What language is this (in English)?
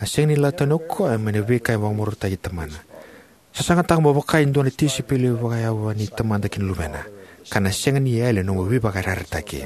Fijian